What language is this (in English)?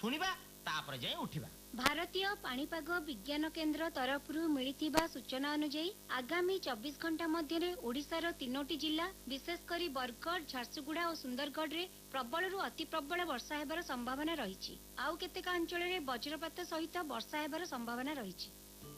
Odia